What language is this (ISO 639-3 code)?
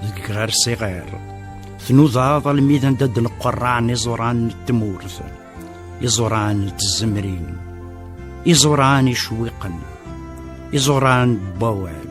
kab